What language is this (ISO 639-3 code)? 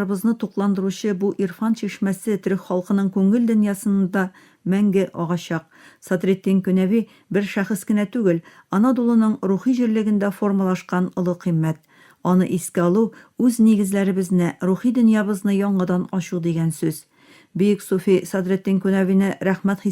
tat